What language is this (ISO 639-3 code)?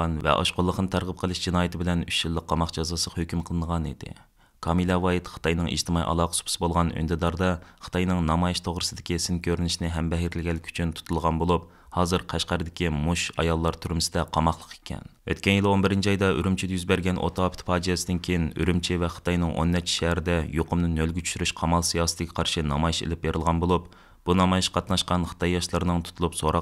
uig